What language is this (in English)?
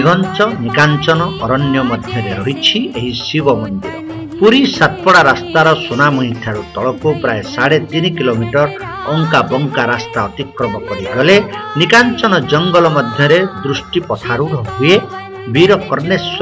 Odia